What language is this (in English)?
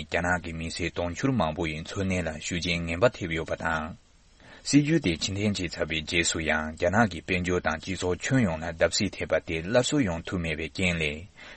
Tibetan